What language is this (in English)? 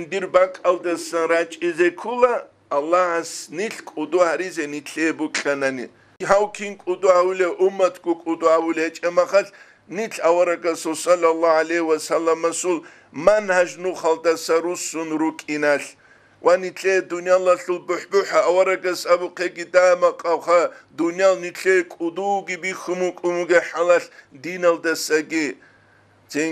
Avaric